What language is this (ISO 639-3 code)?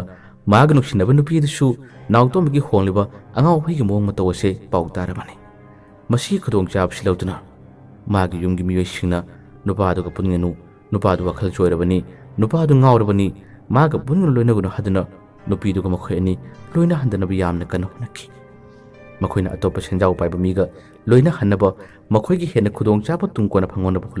mni